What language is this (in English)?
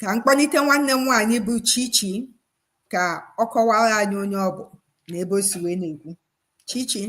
Igbo